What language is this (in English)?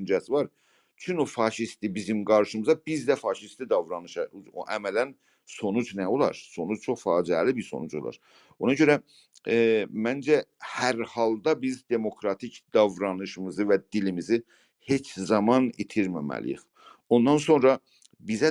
South Azerbaijani